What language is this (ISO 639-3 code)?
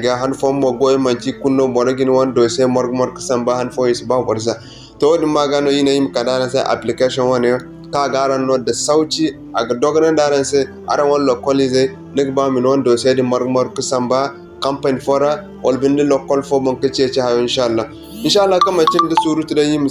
dje